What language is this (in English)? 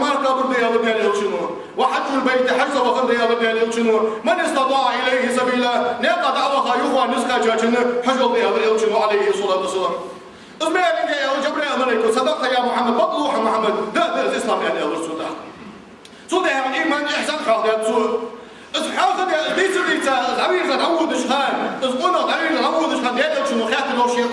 Ingush